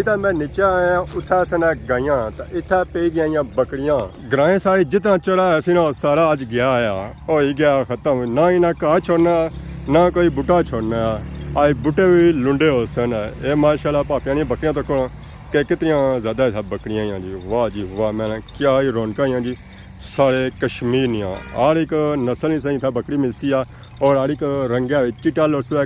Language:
Pahari-Potwari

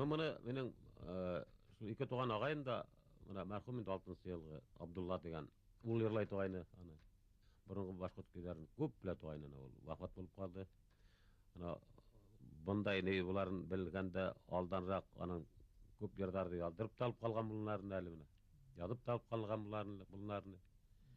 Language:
Bashkir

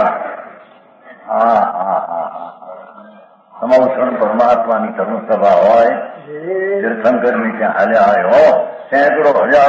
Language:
Gujarati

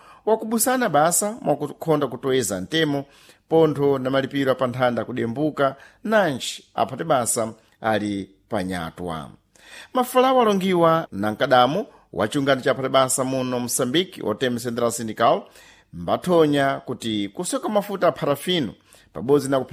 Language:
Sena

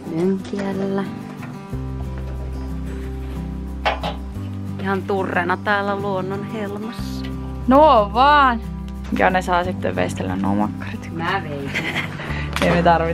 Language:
Finnish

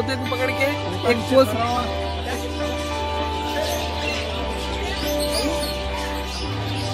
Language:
Hindi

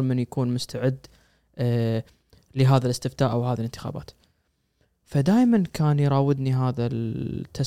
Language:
Gulf Arabic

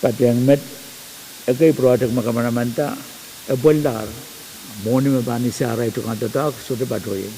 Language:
Pohnpeian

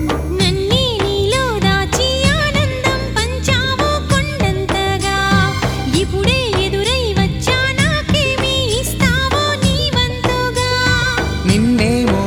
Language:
Telugu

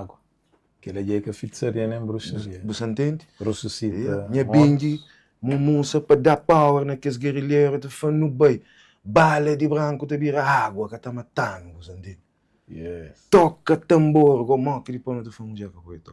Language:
Kabuverdianu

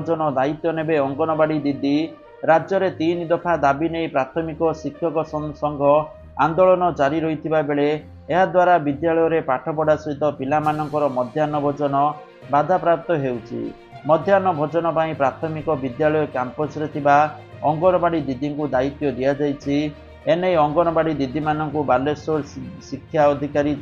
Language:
Odia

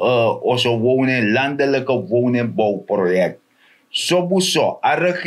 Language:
Sranan Tongo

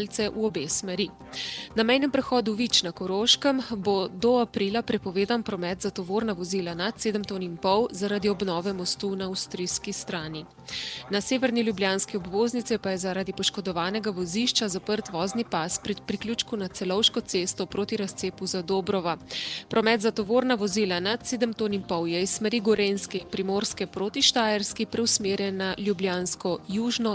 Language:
Slovenian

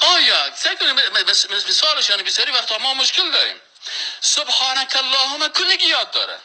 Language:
Persian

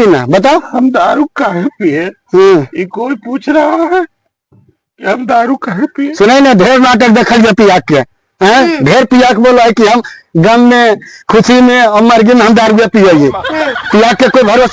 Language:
Magahi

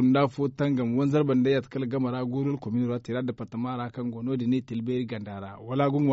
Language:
Zarma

